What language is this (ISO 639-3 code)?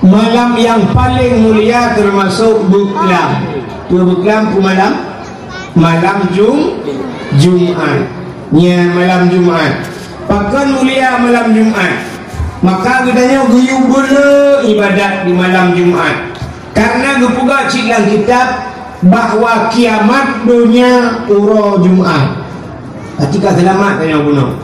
ace